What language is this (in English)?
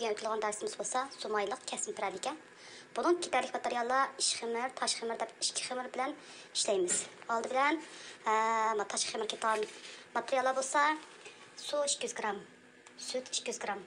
Uyghur